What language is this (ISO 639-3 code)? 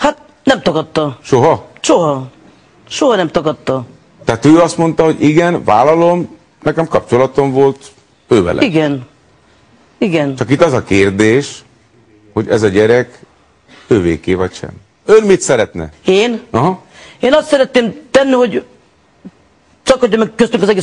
hun